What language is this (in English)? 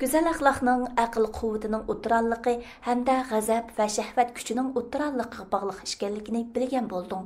Uyghur